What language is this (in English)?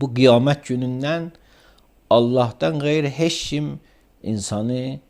Azerbaijani